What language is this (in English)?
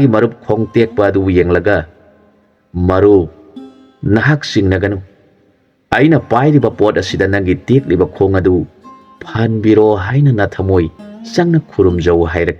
Manipuri